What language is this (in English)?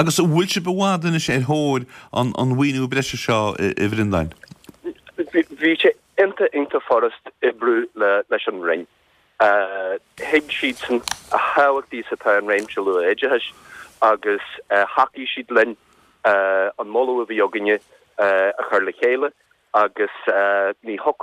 Irish